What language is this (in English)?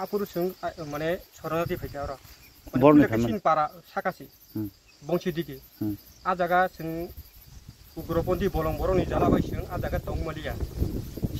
Kok Borok